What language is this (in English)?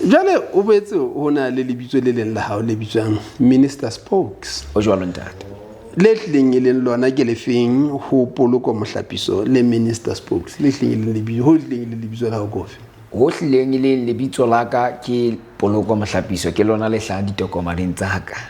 Southern Sotho